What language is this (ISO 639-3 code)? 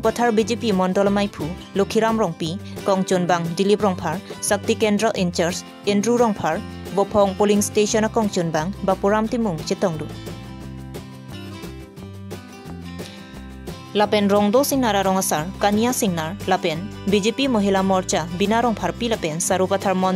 mjw